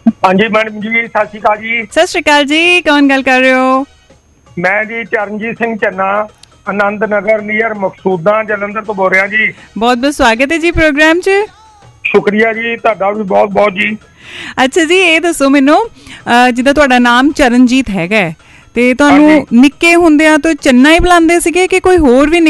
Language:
Punjabi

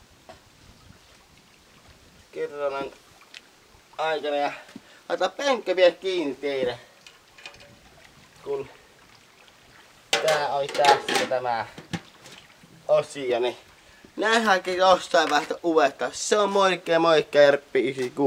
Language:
Finnish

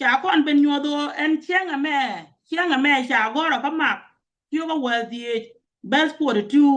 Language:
Nuer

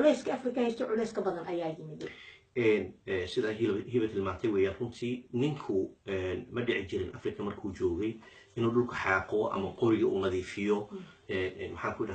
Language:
Somali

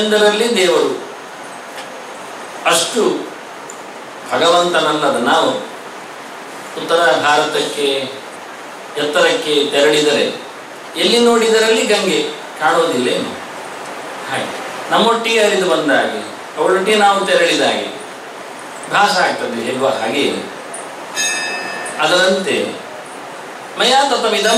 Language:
Kannada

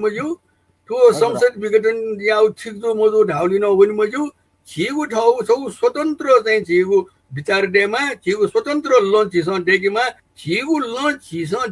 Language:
Newari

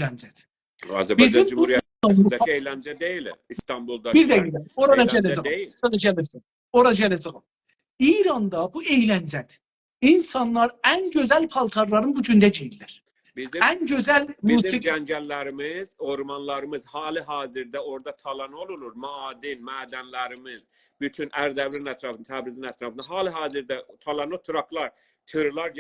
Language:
South Azerbaijani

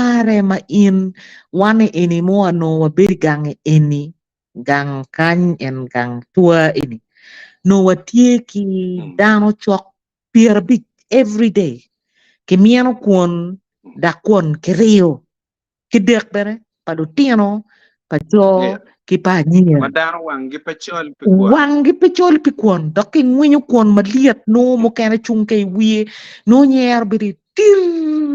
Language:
Acoli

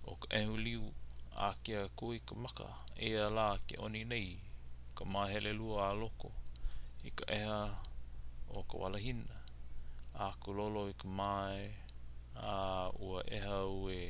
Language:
Hawaiian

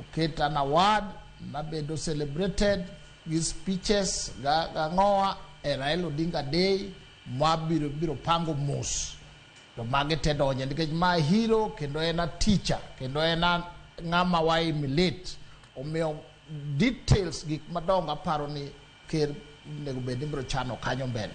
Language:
Luo (Kenya and Tanzania)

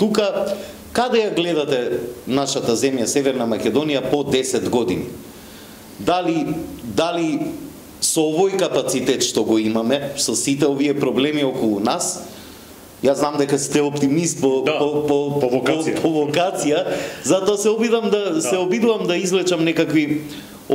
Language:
Macedonian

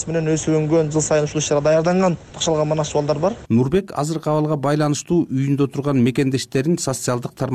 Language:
Kyrgyz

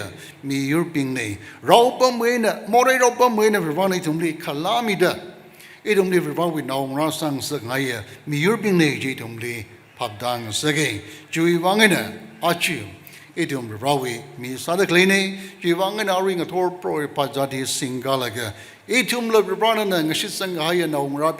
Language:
Tangkhul Naga (India)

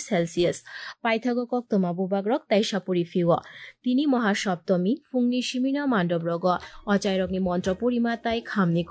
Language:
Kok Borok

